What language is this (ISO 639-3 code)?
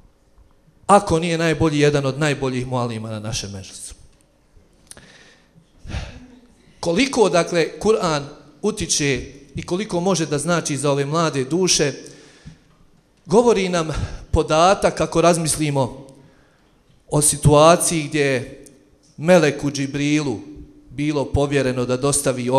bos